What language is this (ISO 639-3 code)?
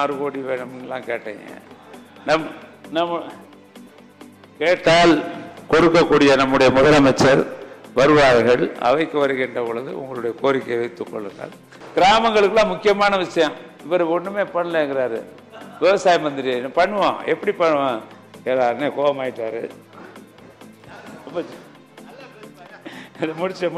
tam